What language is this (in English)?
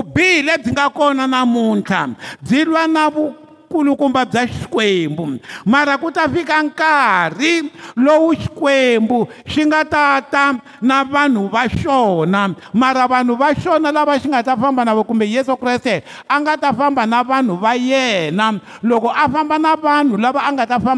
Tsonga